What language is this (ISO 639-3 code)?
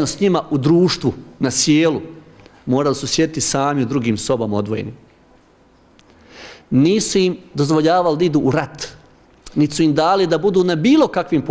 bos